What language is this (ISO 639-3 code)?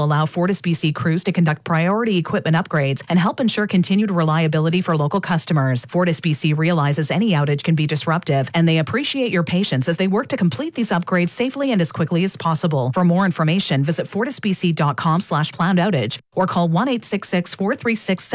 eng